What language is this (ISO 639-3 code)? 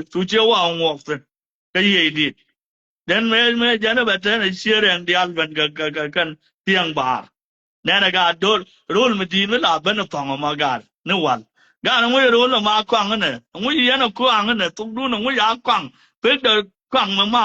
nus